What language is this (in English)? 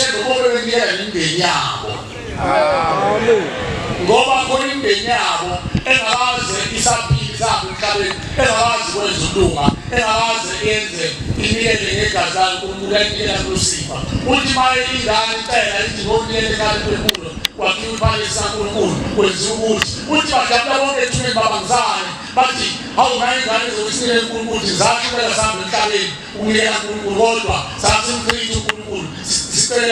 Zulu